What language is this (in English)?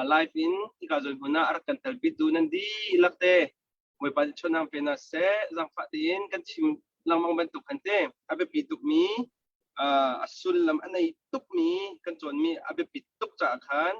Hakha Chin